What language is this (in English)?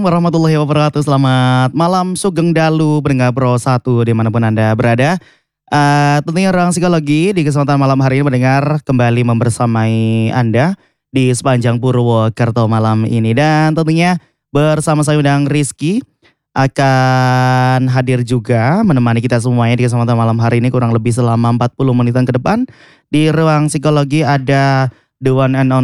Indonesian